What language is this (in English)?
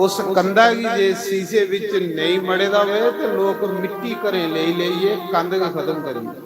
Dogri